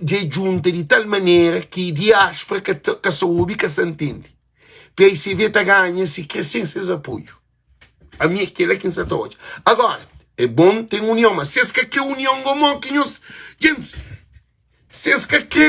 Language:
Kabuverdianu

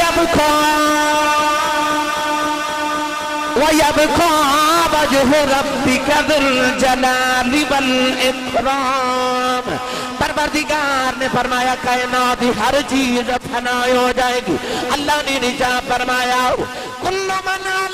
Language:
Urdu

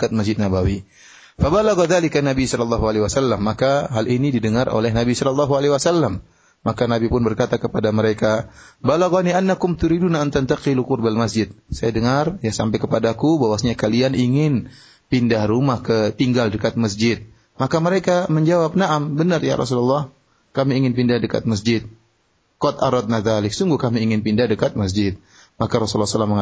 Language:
Indonesian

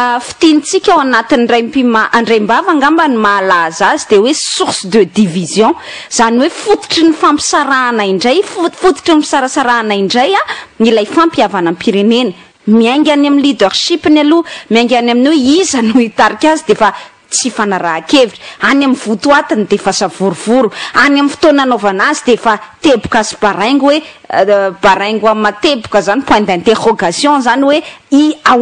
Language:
Malagasy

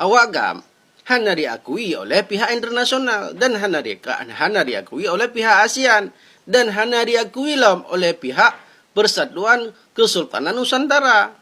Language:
Achinese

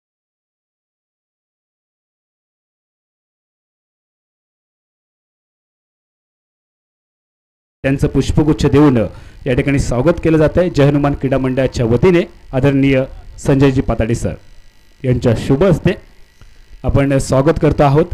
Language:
Marathi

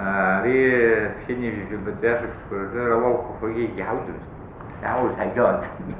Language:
Abkhazian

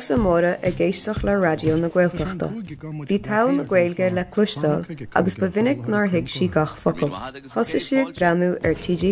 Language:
Irish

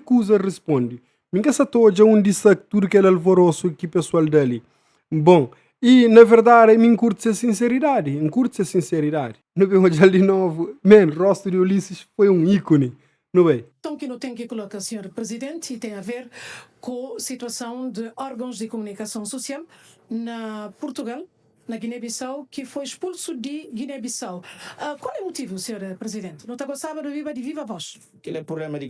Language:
Kabuverdianu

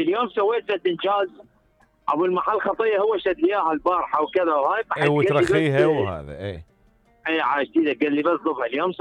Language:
Mesopotamian Arabic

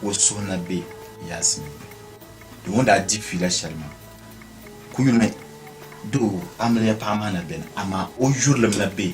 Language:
Dagbani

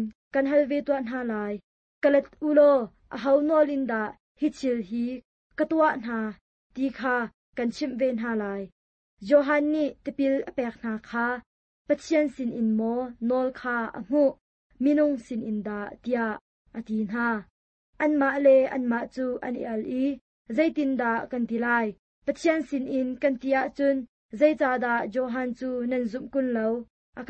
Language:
Hakha Chin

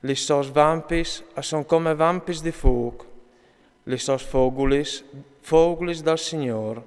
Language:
Friulian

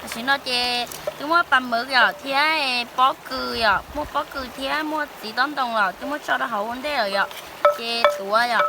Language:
Hmong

